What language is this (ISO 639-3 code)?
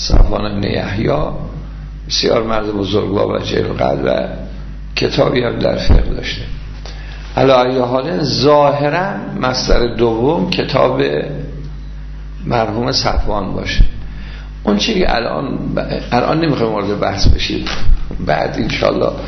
fas